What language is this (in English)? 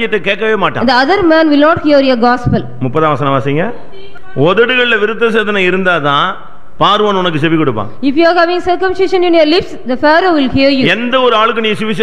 Tamil